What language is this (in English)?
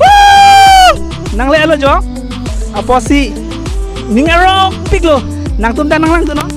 Karbi